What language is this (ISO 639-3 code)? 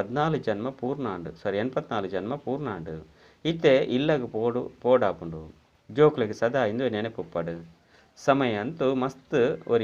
tcy